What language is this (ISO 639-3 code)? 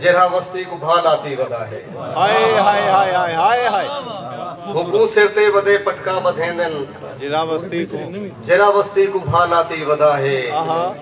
skr